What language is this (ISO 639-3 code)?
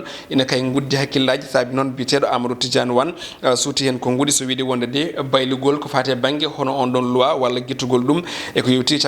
ful